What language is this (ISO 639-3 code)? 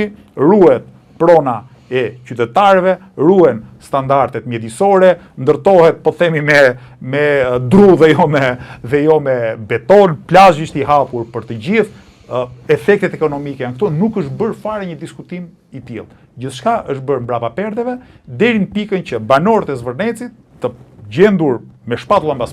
sqi